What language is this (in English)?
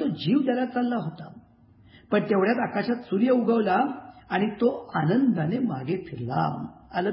Marathi